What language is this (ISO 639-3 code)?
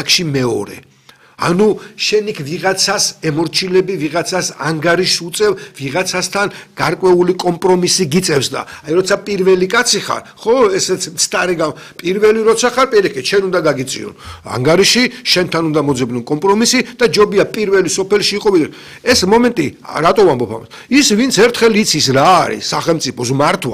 kat